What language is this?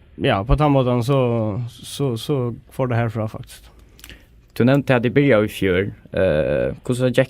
Faroese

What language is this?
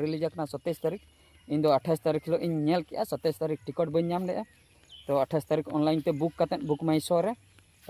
Santali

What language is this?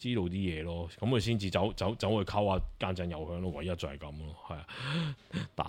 Cantonese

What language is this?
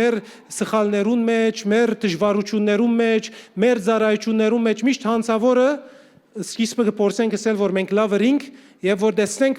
Western Armenian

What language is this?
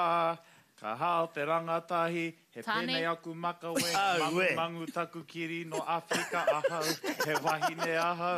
Māori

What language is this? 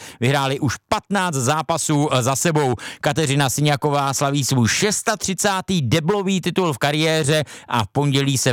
Czech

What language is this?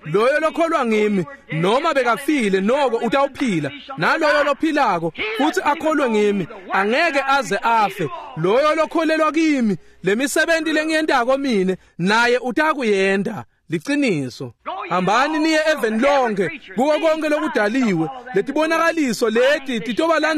Swati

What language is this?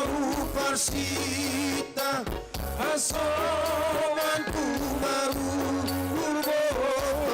Batak Simalungun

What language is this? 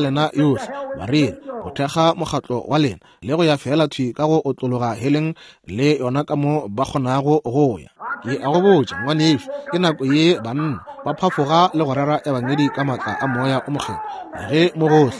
Northern Sotho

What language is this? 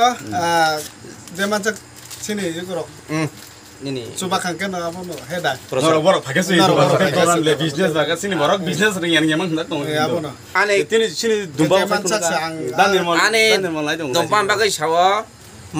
Kok Borok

